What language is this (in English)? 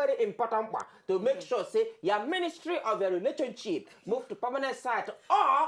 Nigerian Pidgin